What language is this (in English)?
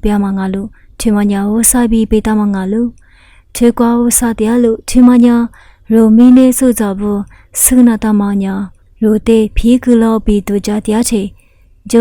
Lisu